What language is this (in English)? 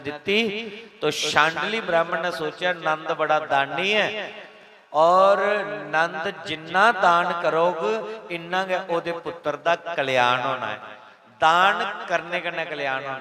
Dogri